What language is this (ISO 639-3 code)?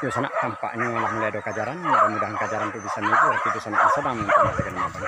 min